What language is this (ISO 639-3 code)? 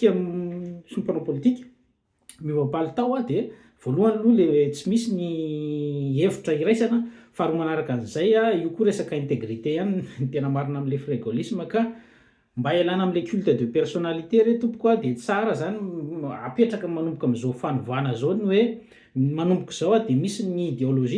mlg